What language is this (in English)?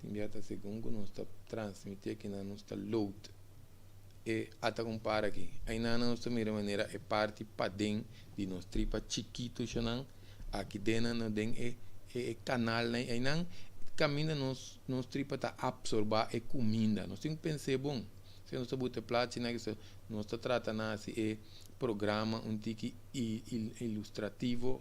Papiamento